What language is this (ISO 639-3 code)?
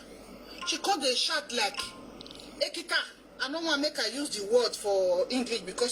pcm